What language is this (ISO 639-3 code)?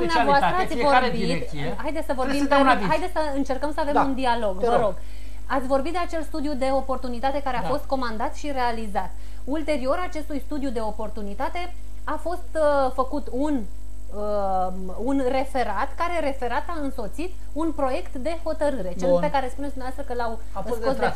ron